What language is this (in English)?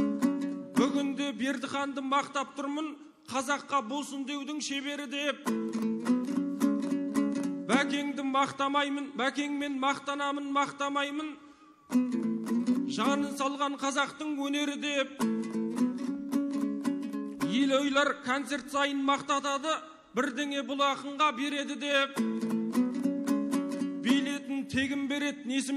Kazakh